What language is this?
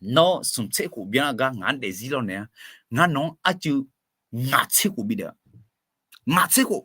Akha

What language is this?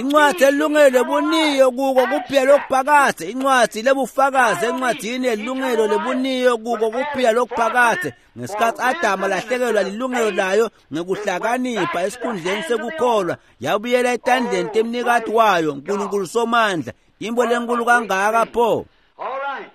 Swati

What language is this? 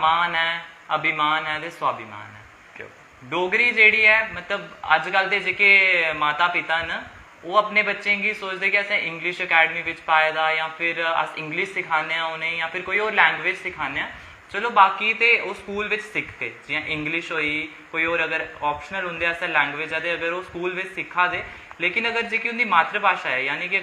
Dogri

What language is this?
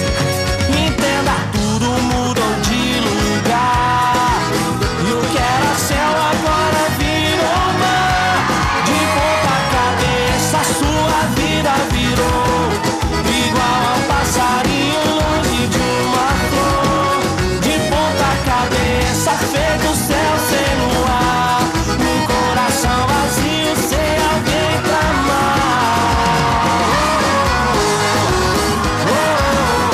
Portuguese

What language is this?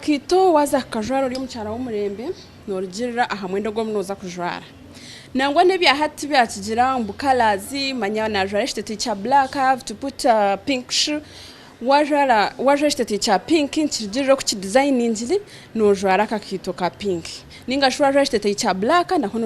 Nyankole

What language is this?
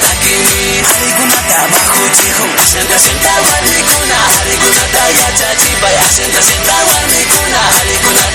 Imbabura Highland Quichua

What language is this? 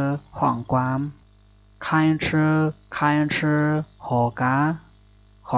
Shan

